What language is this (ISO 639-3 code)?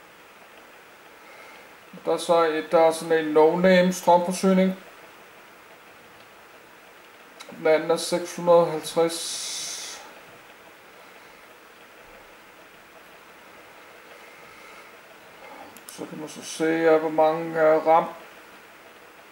dan